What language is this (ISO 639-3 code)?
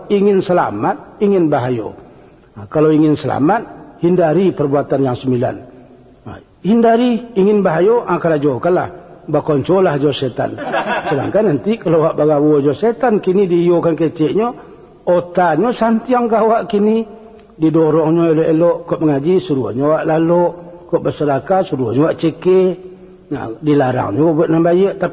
min